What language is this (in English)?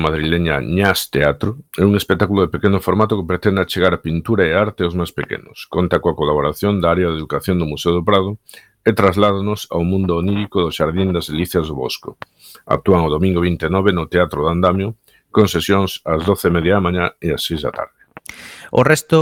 Galician